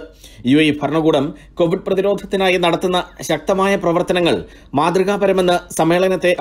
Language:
Malayalam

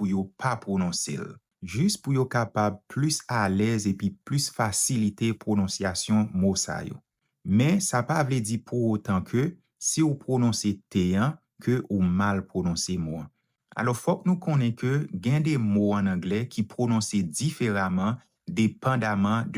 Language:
Haitian Creole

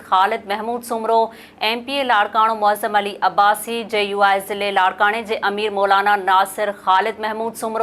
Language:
Sindhi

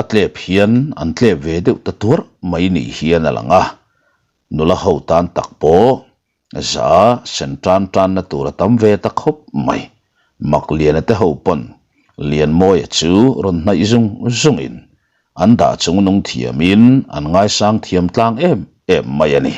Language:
Mizo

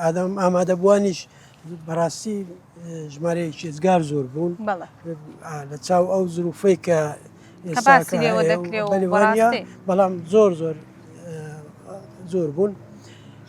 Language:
Central Kurdish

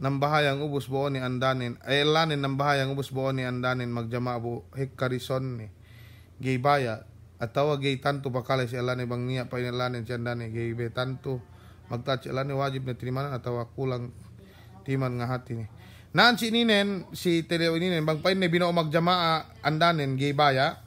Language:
Yakan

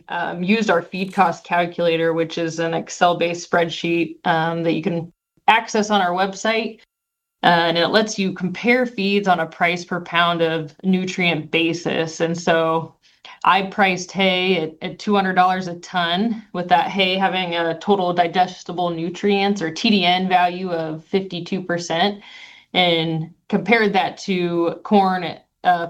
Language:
English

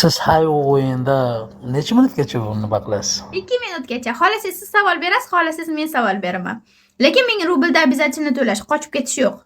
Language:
Uzbek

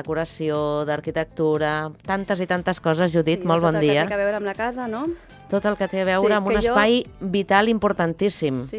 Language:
Catalan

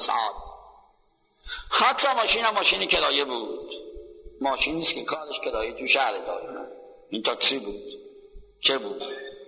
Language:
Persian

